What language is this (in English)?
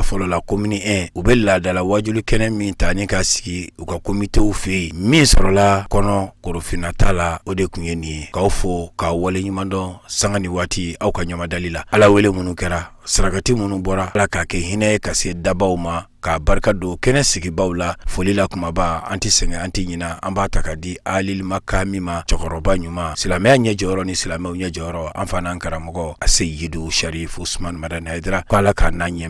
Bambara